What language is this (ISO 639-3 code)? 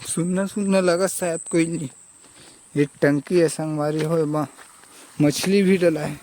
hne